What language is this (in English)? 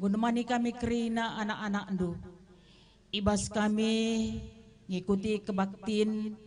Batak Karo